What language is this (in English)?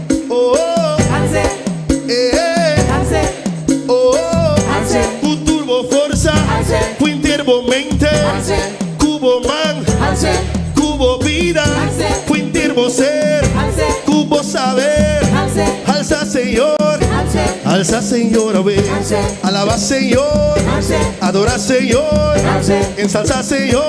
Papiamento